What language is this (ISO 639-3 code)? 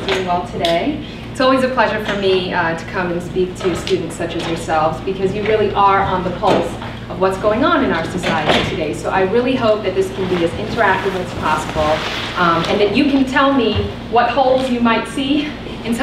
eng